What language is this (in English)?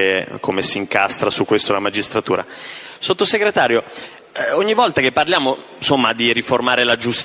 Italian